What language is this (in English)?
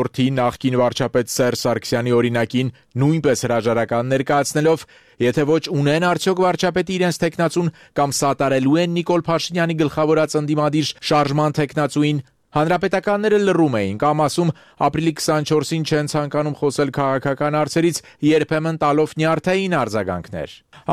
Armenian